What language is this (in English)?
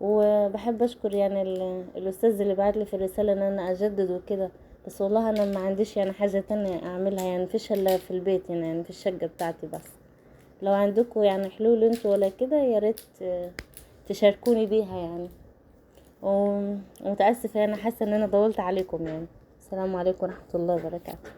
Egyptian Arabic